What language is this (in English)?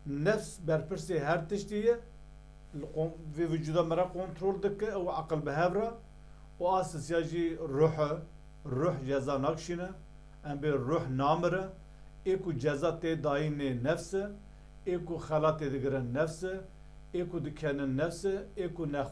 Kurdish